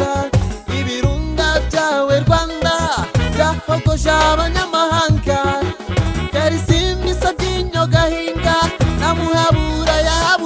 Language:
Kinyarwanda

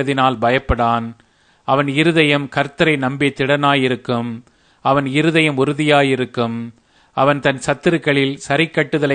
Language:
Tamil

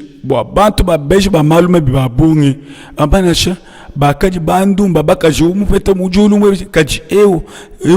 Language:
Luba-Lulua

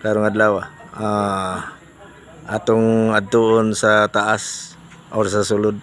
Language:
Cebuano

